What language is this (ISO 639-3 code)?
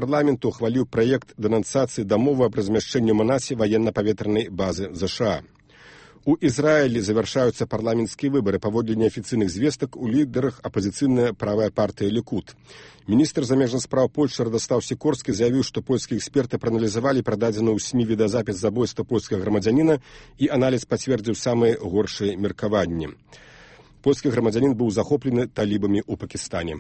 bel